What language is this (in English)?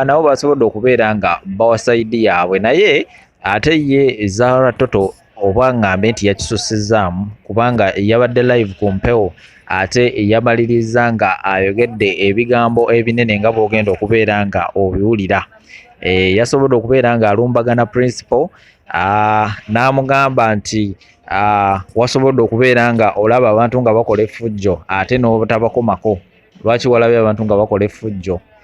Ganda